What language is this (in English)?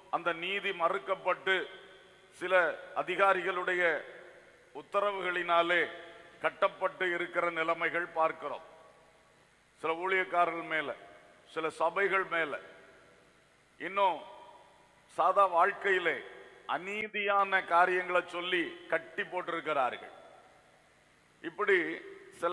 Tamil